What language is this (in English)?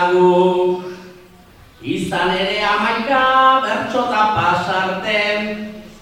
Basque